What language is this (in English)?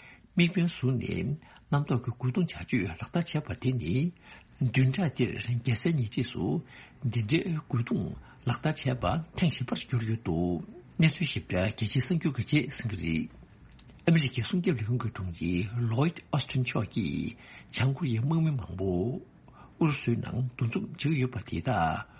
Tibetan